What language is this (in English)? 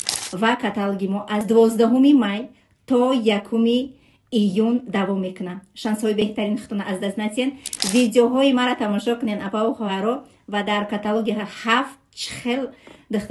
Tajik